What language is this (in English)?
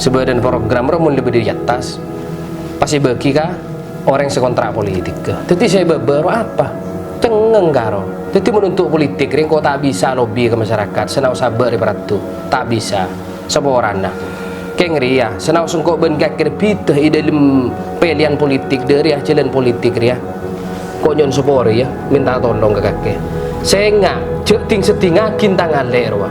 Madurese